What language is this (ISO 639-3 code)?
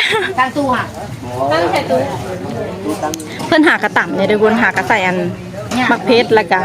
lao